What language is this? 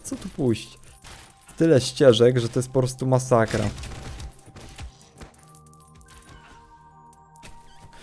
Polish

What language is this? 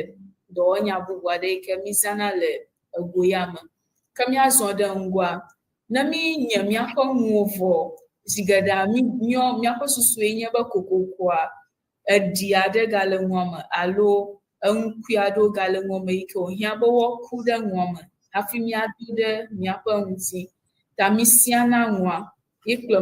Ewe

